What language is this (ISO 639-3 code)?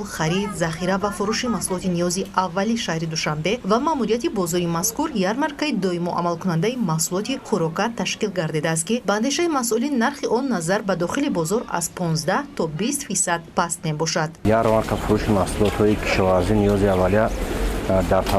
tgk